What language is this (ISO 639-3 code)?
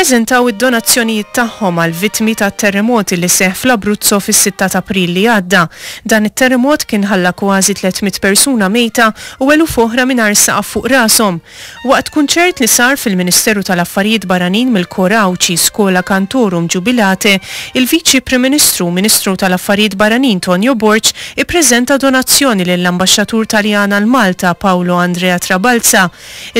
mlt